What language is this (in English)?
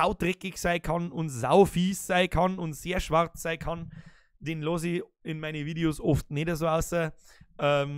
Bavarian